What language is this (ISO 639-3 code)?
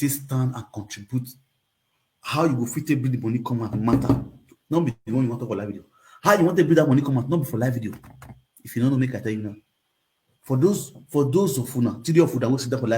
pcm